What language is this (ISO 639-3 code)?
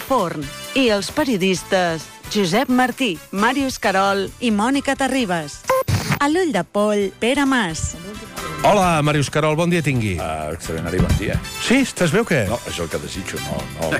cat